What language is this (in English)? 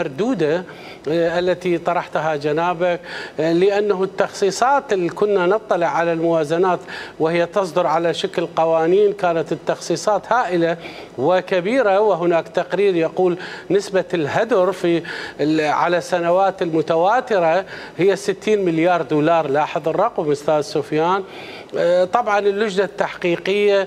Mesopotamian Arabic